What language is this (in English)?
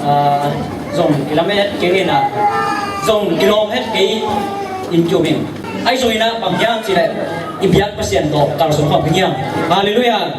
Tedim Chin